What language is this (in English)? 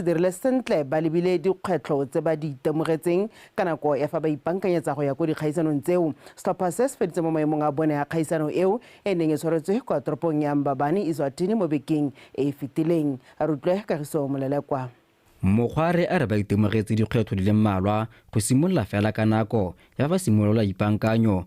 Tswana